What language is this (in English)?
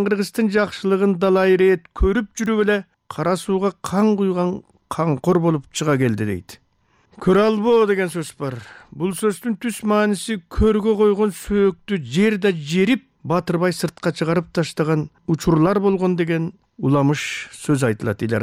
Kyrgyz